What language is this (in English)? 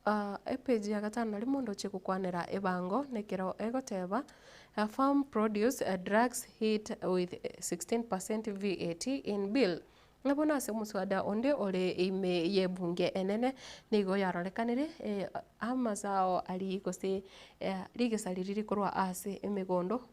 Gusii